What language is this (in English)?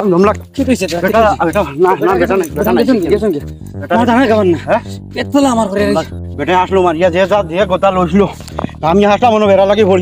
Sylheti